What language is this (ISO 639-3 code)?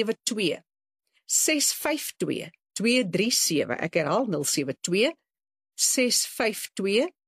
afr